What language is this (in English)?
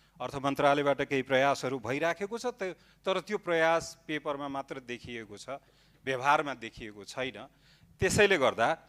Nepali